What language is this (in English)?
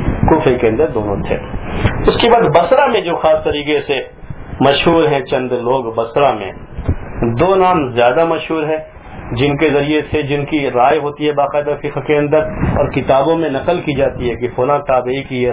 Urdu